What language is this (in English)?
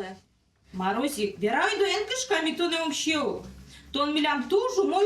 Udmurt